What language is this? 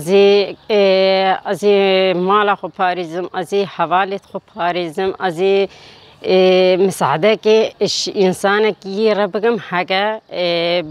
Kurdish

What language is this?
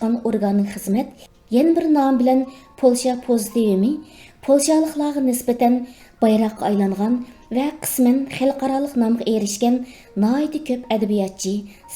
Uyghur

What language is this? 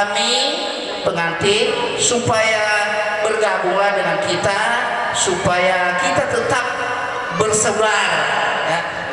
Nias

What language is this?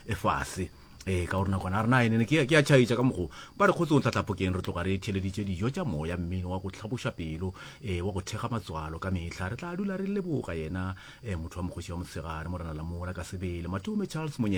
Northern Sotho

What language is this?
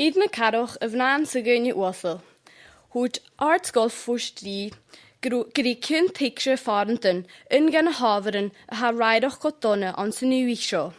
Scottish Gaelic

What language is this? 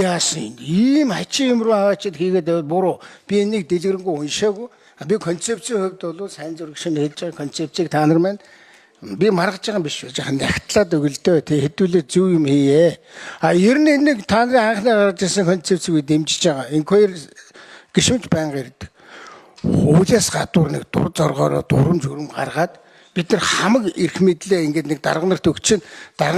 Mongolian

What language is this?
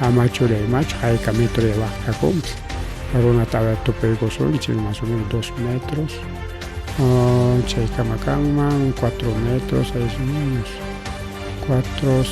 Ayacucho Quechua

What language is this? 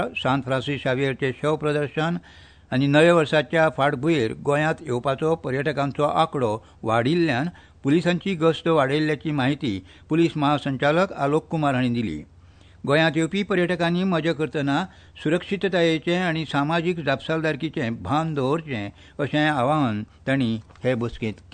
Konkani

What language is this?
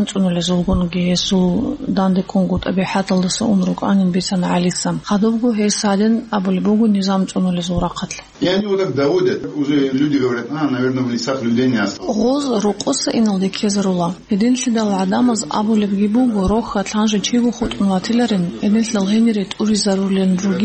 Avaric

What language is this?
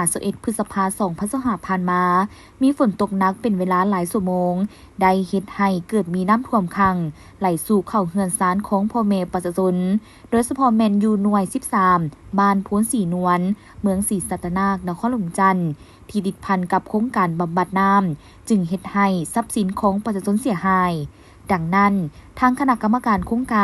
Lao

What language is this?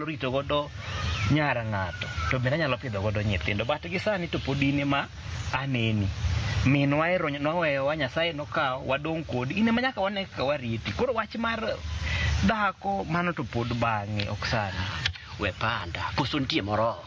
Luo (Kenya and Tanzania)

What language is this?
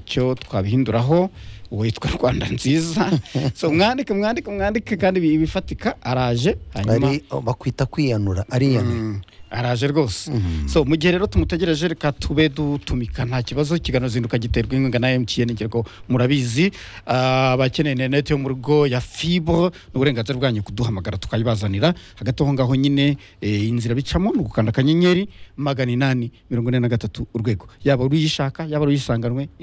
Kinyarwanda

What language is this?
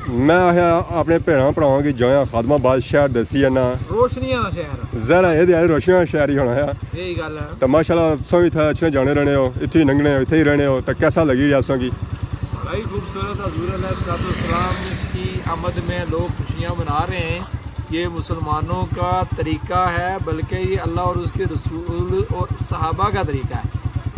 Pahari-Potwari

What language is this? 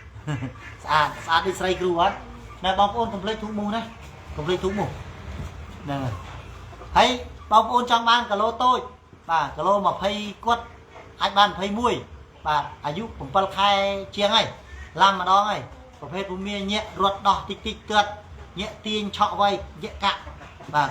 Khmer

